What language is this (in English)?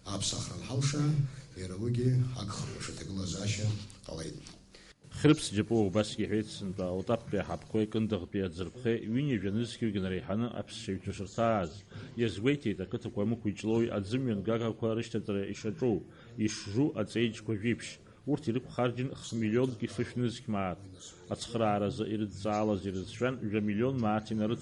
Abkhazian